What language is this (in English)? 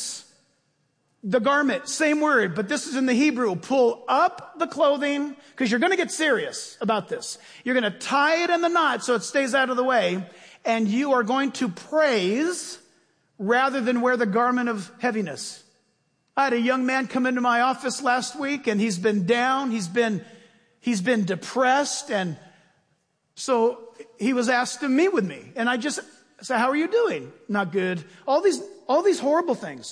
English